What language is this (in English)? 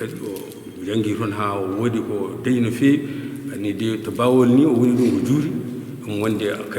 Fula